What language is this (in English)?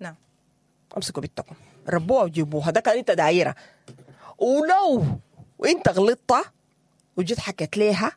Sudanese Arabic